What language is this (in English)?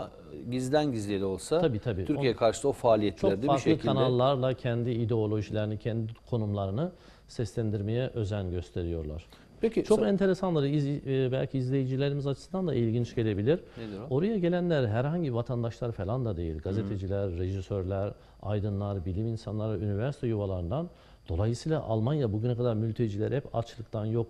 Turkish